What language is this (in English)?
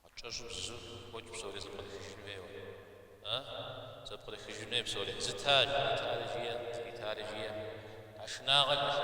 Kabardian